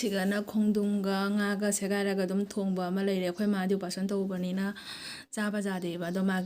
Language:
Manipuri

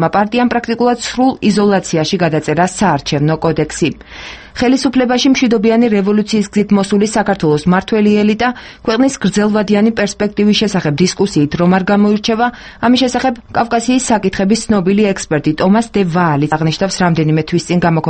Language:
Georgian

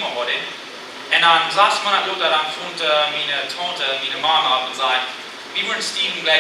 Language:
Plautdietsch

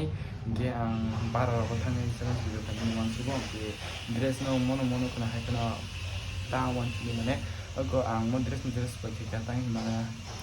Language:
Kok Borok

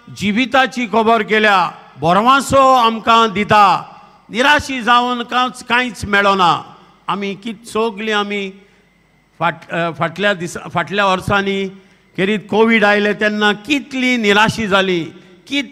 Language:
Konkani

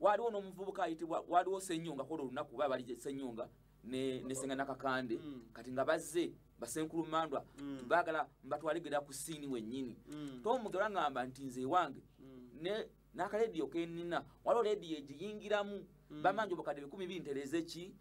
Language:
Ganda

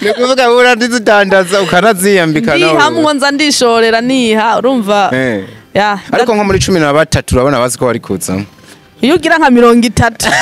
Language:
Rundi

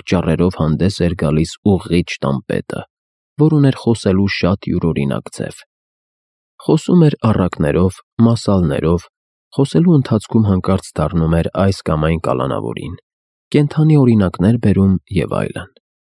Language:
Armenian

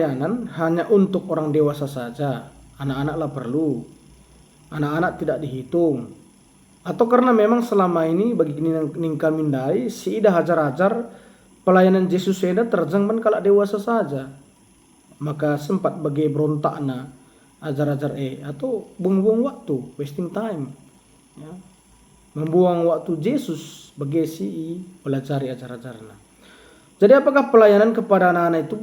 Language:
Batak Karo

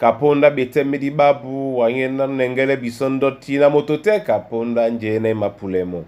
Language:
Duala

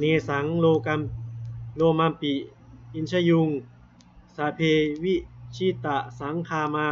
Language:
Pali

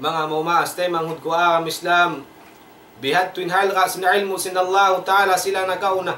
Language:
Tausug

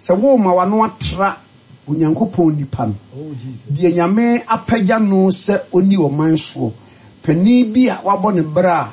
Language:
Akan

